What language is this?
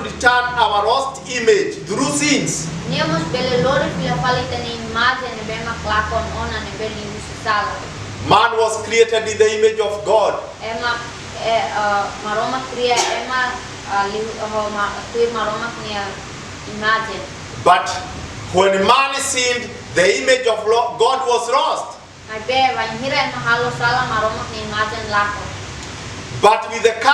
Tetum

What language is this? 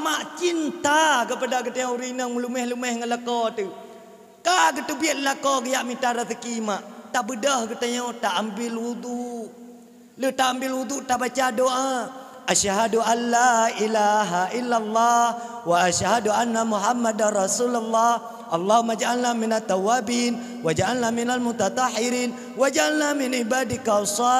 Achinese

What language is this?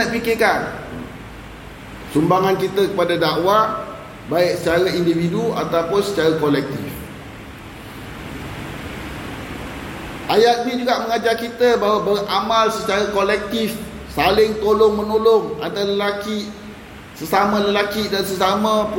Malay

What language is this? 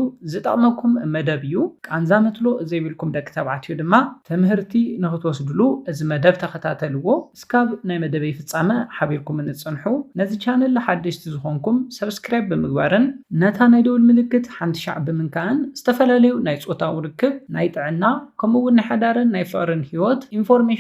Tigrinya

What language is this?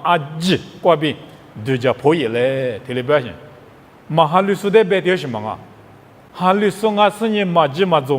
Lisu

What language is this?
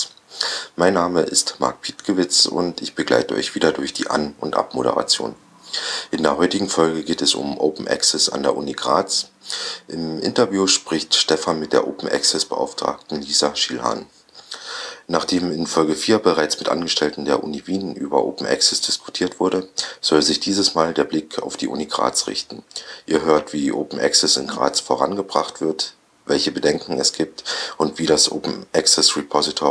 German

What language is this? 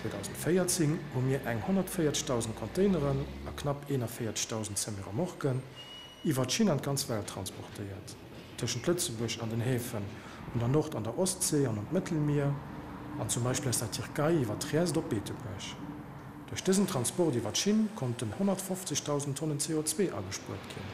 Luxembourgish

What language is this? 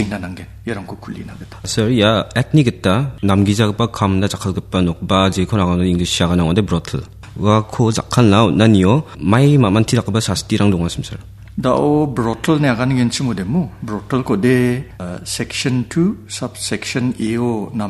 Garo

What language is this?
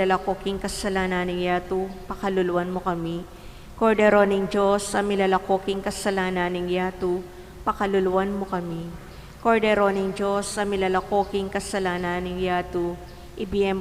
Pampanga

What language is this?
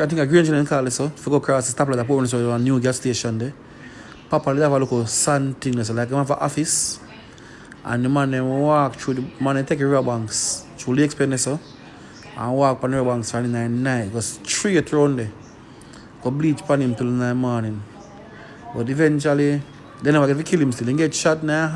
Jamaican Creole English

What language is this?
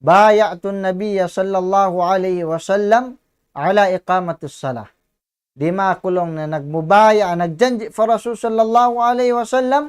Tausug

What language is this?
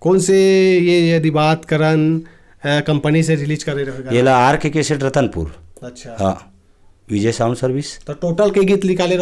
Chhattisgarhi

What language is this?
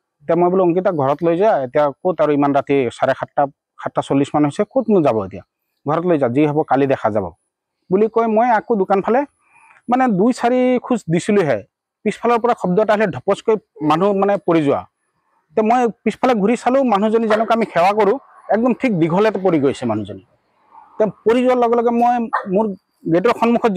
Assamese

